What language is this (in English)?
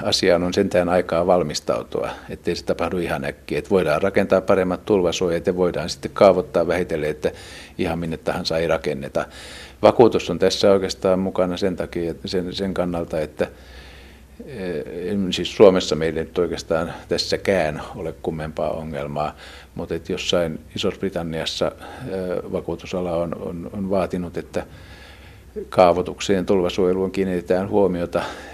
Finnish